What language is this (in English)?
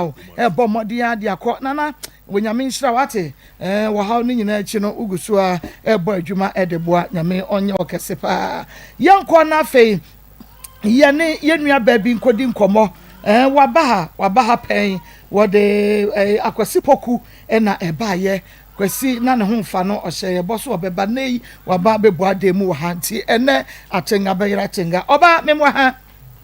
Akan